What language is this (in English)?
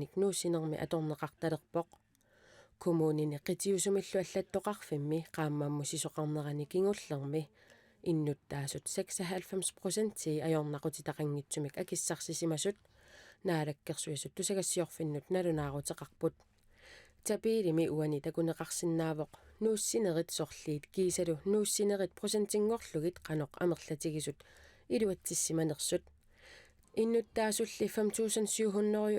Kalaallisut